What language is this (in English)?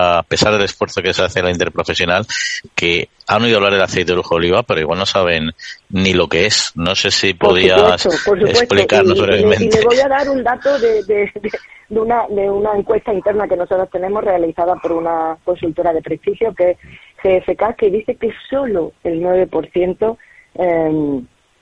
Spanish